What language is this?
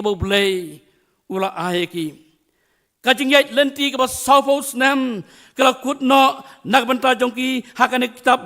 Khasi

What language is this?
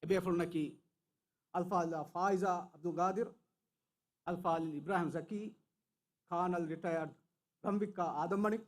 Divehi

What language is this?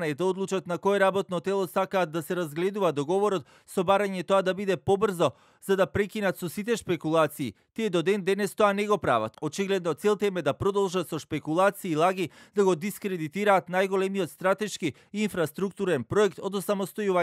Macedonian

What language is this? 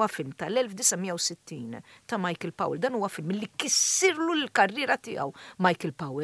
Maltese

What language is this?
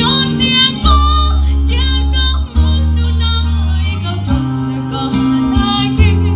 Hmong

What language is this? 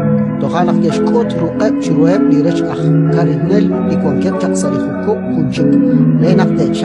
Kekchí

